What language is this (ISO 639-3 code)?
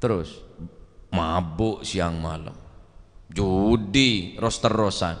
mad